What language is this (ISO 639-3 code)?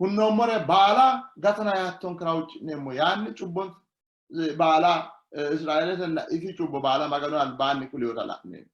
sid